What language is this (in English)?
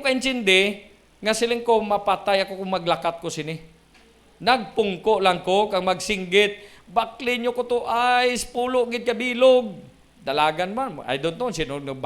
Hiligaynon